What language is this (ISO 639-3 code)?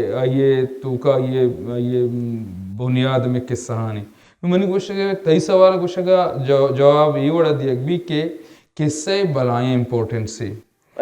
bal